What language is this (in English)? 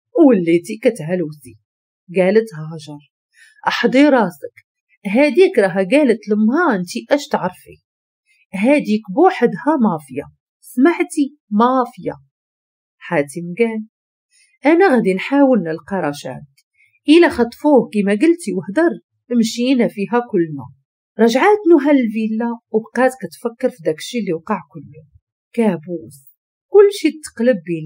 Moroccan Arabic